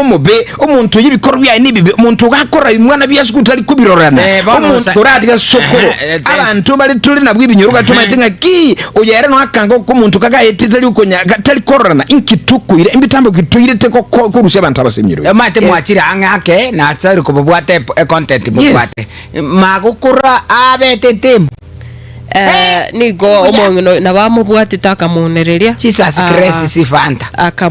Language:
Gusii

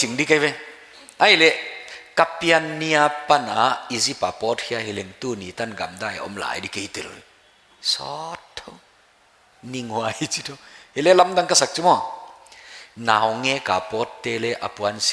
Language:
Paite Chin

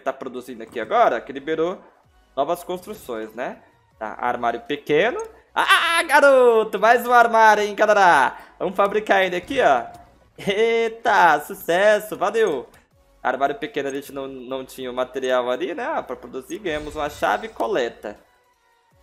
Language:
Portuguese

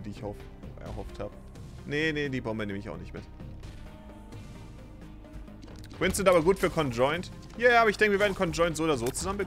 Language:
German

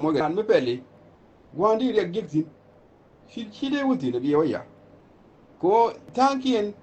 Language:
Nuer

